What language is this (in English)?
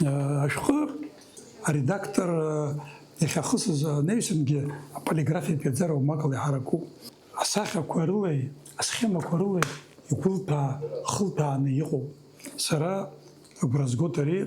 Abkhazian